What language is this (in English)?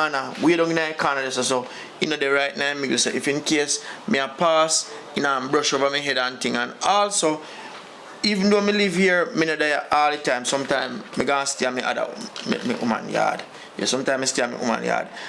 Jamaican Creole English